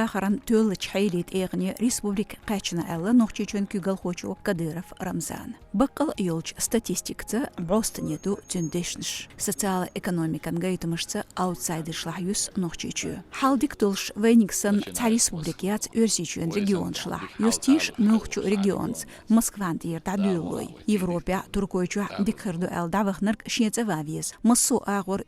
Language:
Chechen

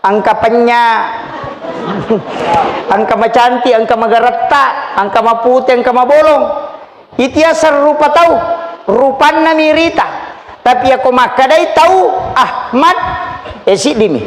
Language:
Buginese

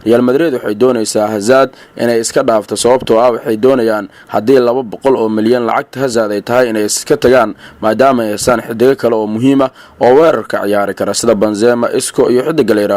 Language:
Somali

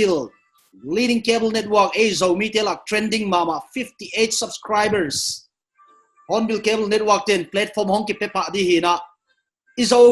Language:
Paite Chin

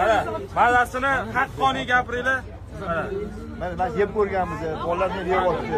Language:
Uzbek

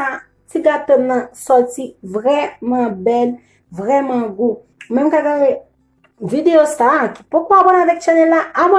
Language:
Haitian Creole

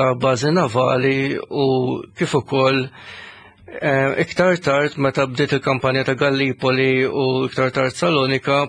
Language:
Maltese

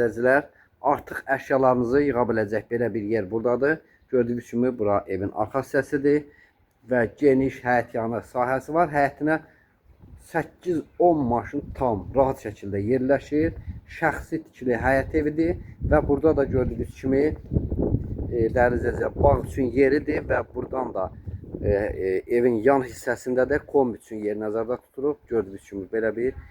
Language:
Azerbaijani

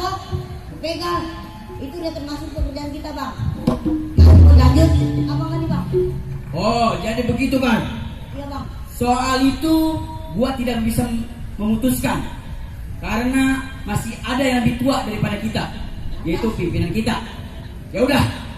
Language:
Betawi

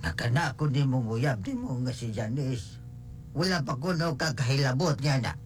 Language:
Cebuano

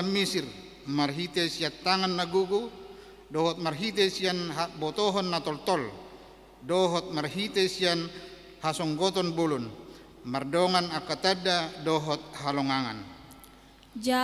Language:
Batak Toba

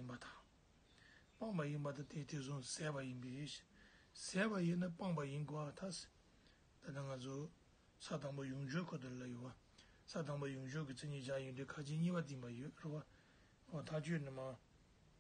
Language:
Tibetan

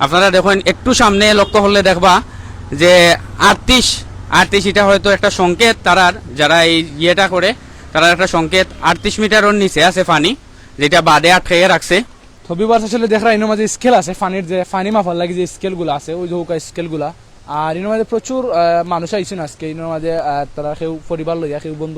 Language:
Sylheti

